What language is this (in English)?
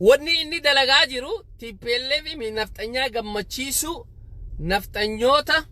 Oromo